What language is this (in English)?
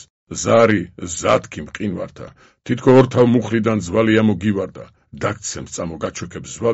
Georgian